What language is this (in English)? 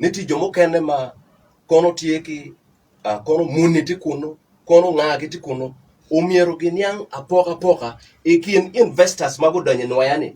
Acoli